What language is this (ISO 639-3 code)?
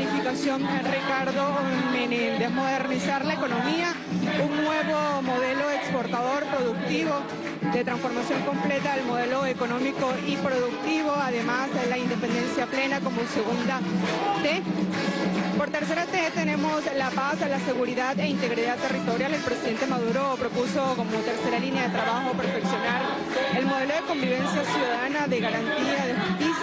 spa